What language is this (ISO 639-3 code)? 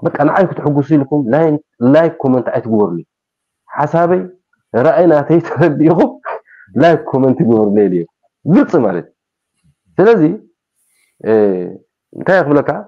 tir